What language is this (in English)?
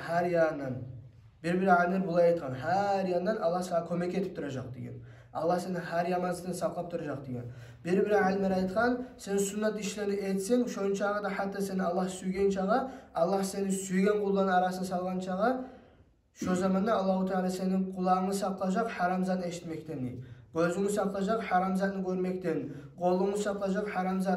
Kumyk